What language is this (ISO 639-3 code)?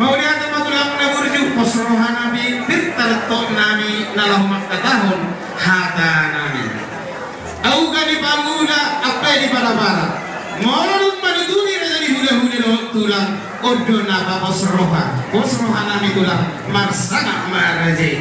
bbc